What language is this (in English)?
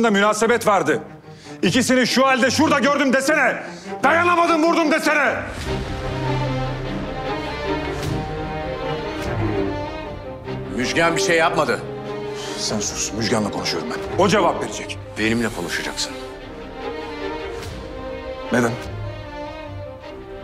Turkish